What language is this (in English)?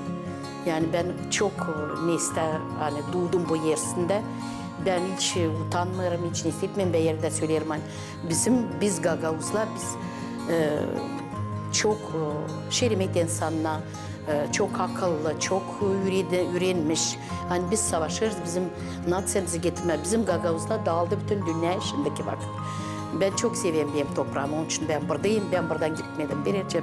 Gagauz